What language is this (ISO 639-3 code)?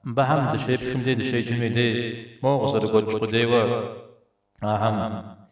kbd